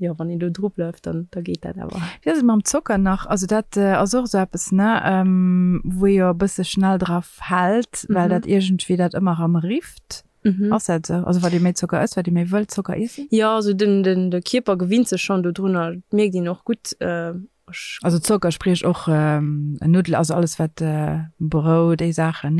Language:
Luxembourgish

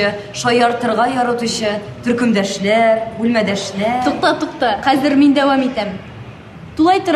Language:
Tatar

